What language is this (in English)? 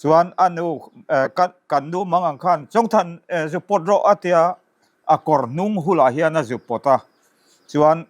Mizo